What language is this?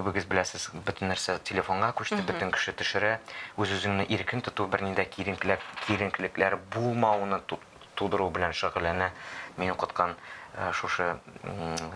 Tatar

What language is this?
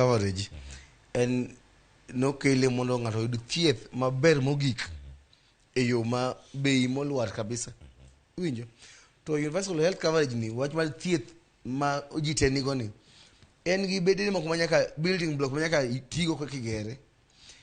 Luo (Kenya and Tanzania)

